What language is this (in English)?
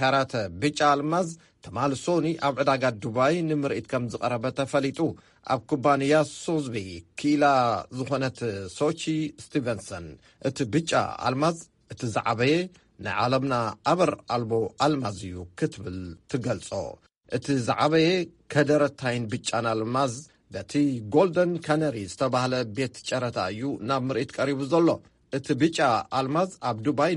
Tigrinya